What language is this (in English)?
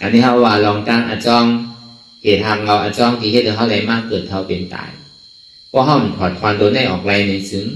Shan